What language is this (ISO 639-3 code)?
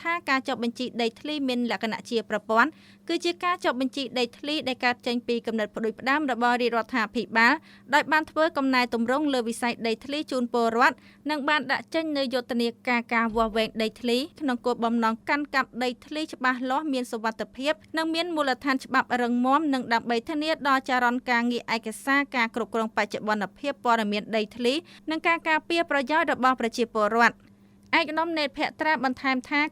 khm